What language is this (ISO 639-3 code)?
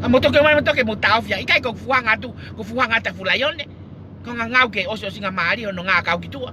ton